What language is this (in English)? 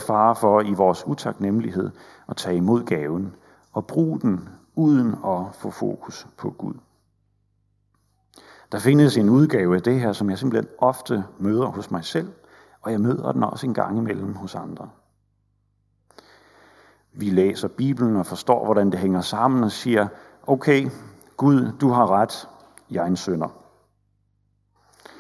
Danish